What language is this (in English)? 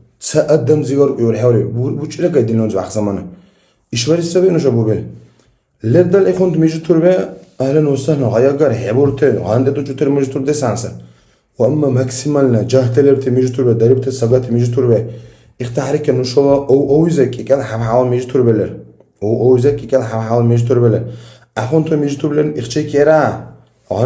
Dargwa